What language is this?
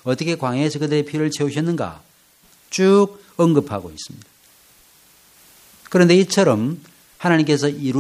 Korean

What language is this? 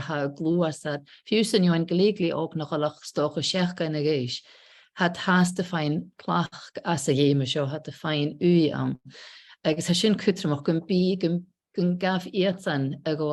Scottish Gaelic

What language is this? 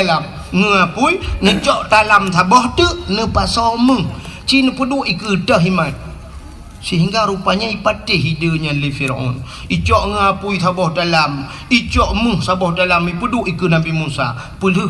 Achinese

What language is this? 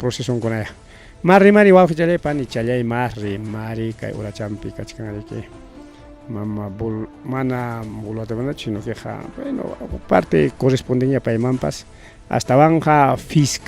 Ayacucho Quechua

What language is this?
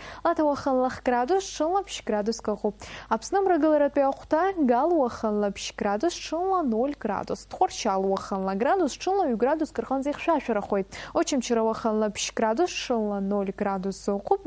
Abkhazian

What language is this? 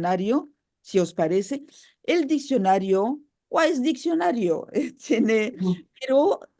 Ladino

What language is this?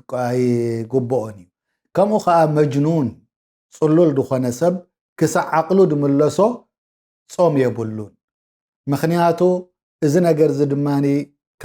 Tigrinya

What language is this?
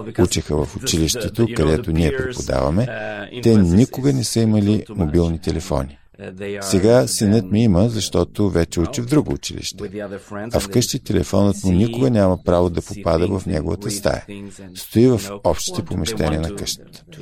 Bulgarian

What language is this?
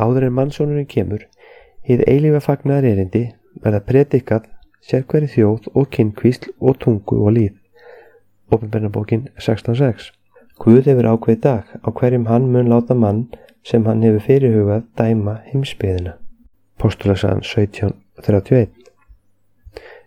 Icelandic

